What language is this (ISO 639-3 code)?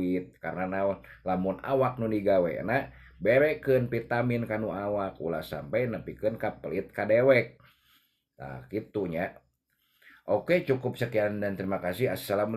sun